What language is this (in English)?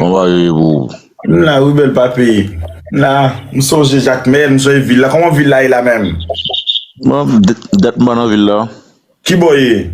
Haitian Creole